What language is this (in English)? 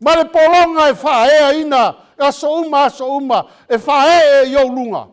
Samoan